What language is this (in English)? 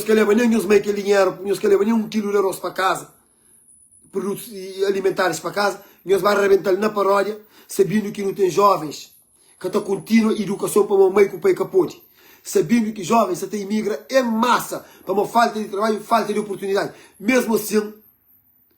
Kabuverdianu